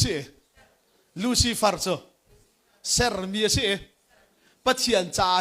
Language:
Hakha Chin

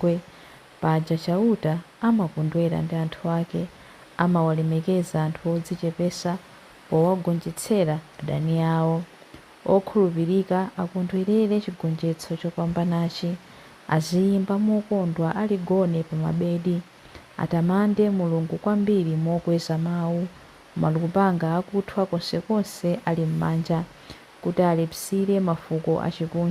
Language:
Nyanja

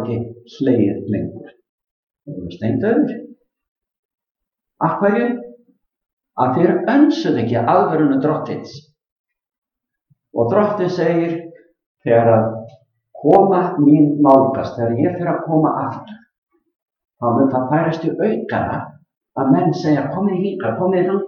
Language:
Icelandic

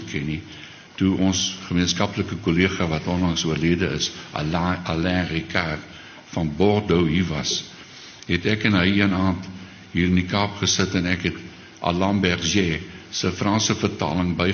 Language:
Afrikaans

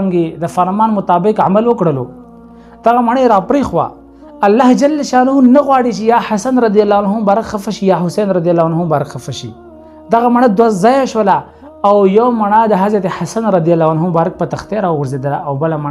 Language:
Pashto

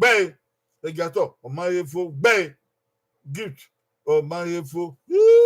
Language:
Bini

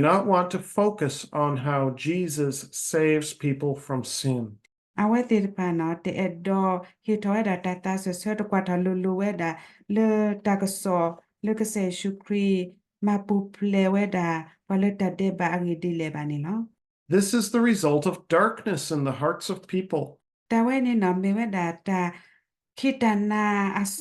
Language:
S'gaw Karen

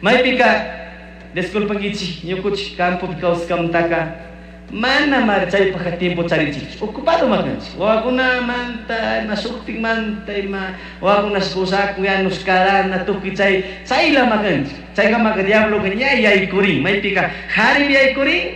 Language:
Chimborazo Highland Quichua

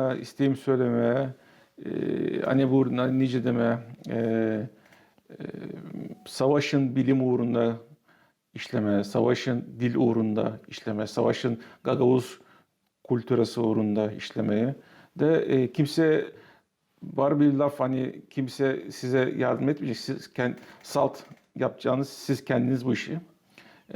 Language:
Gagauz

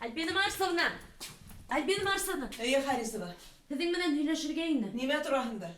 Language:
Bashkir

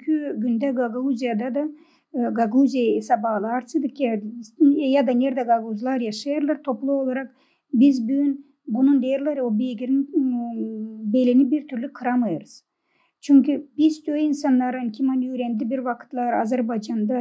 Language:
Gagauz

